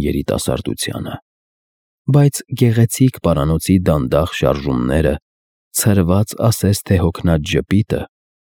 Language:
Armenian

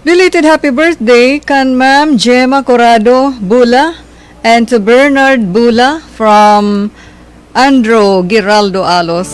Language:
Waray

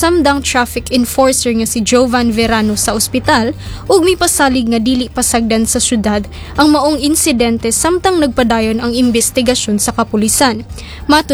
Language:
Cebuano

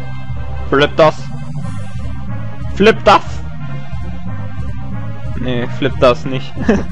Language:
German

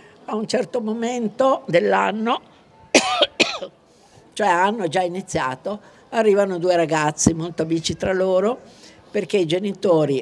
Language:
Italian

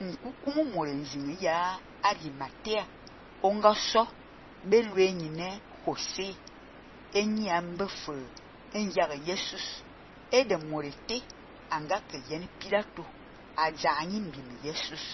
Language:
Fang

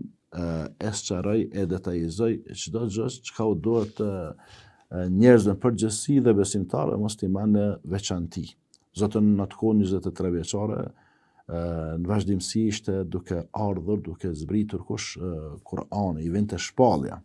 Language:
Albanian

